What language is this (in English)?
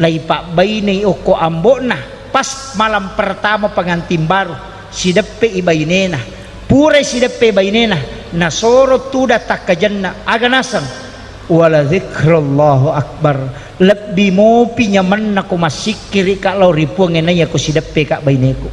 Buginese